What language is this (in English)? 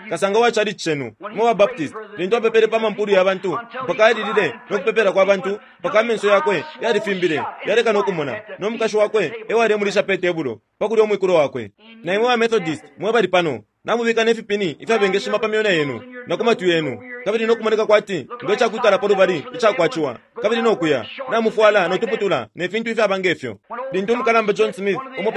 Bemba